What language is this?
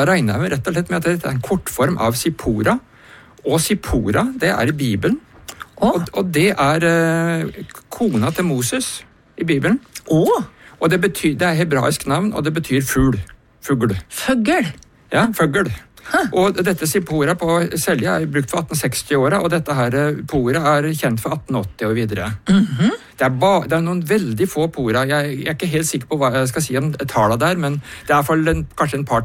Norwegian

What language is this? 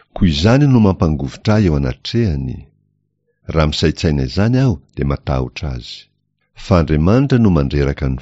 Malagasy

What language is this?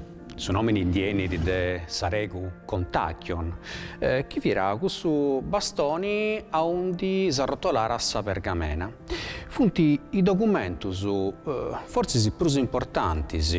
Sardinian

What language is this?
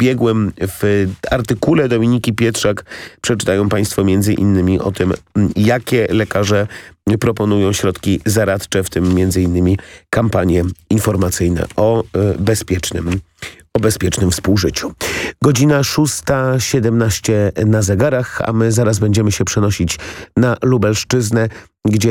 Polish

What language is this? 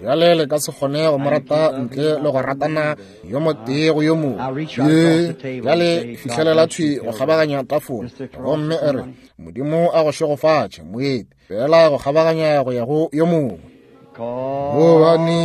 Northern Sotho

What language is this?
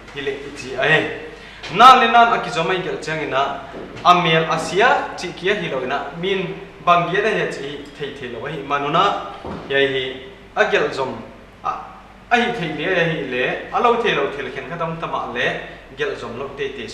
Paite Chin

